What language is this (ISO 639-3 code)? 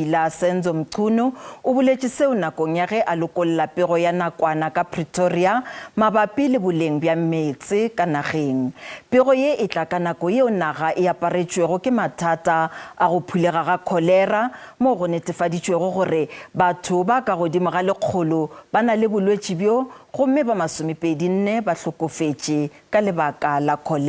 nso